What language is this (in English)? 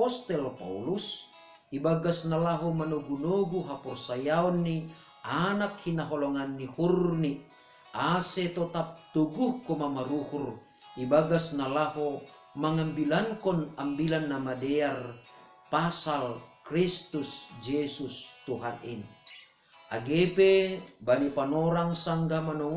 Batak Simalungun